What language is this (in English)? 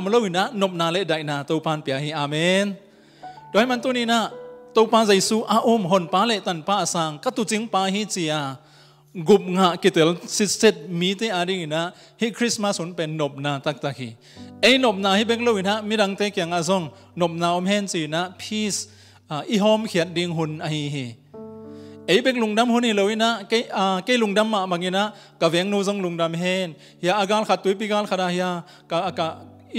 Tedim Chin